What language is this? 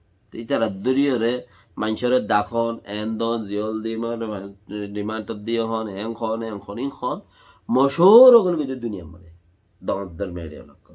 Rohingya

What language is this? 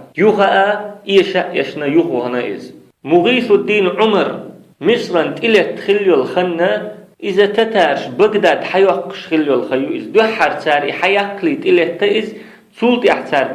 Chechen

